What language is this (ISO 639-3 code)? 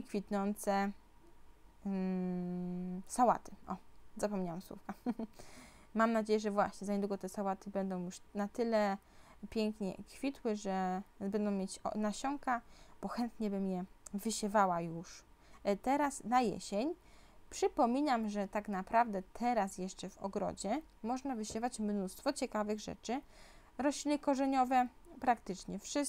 pol